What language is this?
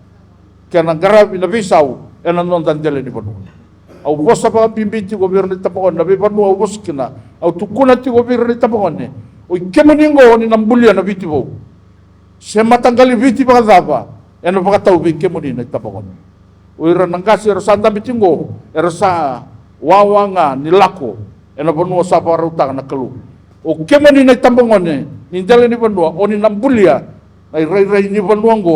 Fijian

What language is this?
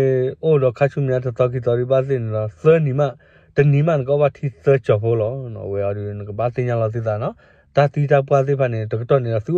S'gaw Karen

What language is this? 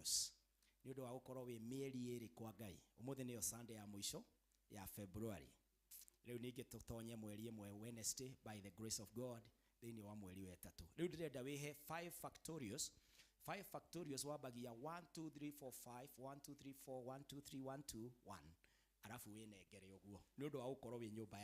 Kikuyu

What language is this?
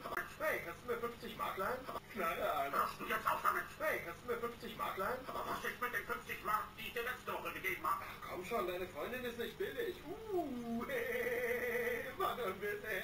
German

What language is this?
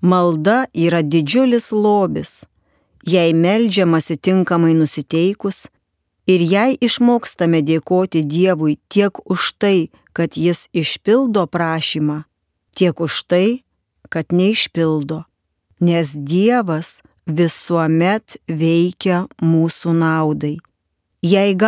Lithuanian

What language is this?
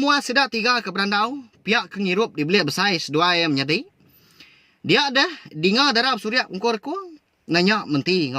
Iban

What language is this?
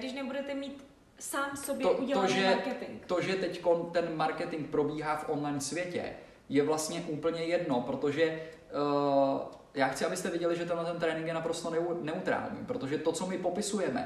Czech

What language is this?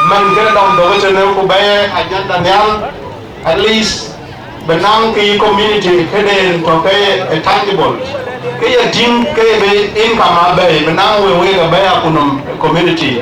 Dinka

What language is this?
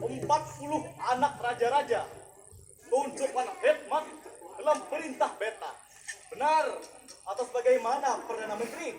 Banjar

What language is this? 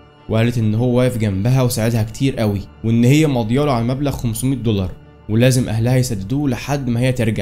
Egyptian Arabic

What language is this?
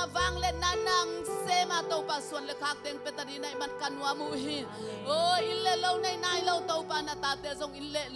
Tedim Chin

